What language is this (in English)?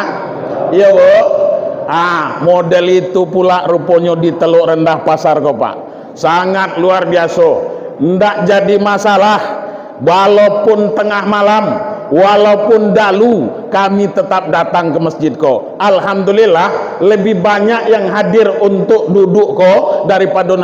Minangkabau